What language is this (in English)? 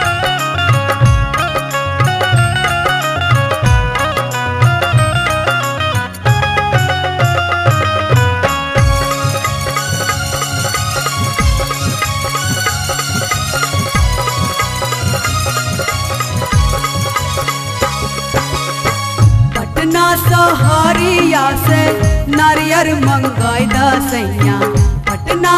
Bhojpuri